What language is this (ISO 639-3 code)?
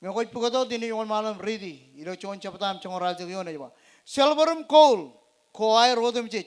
mah